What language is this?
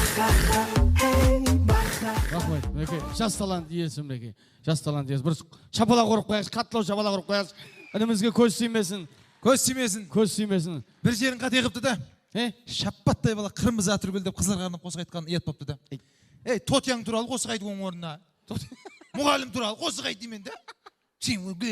Kara-Kalpak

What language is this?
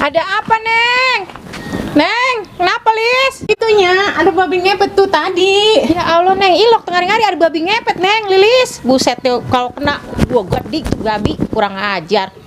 Betawi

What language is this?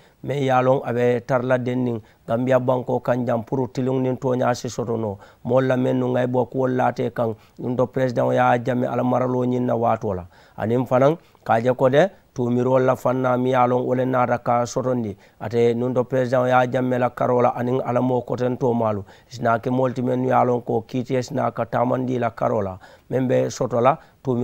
Mandingo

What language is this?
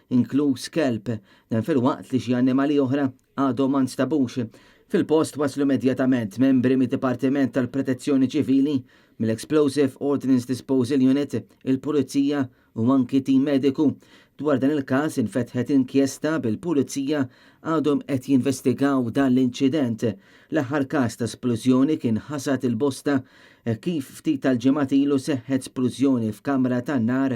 Maltese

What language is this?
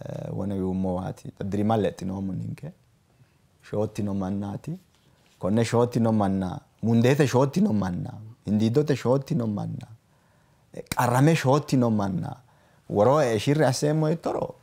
Sidamo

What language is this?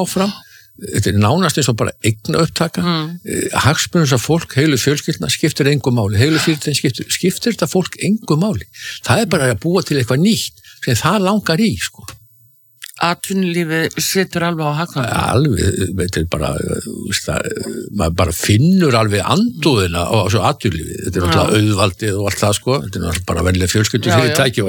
Icelandic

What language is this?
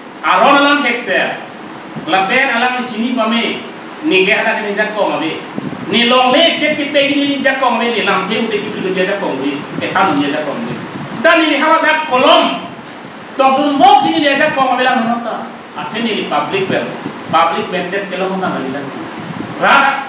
Karbi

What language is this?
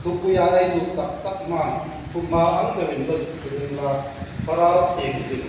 Hmar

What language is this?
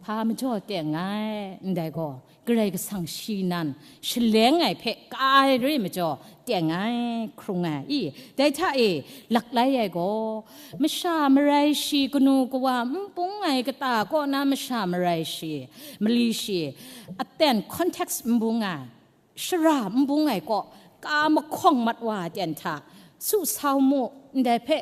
Kachin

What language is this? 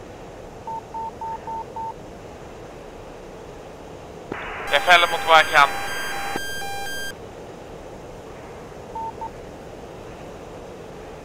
Swedish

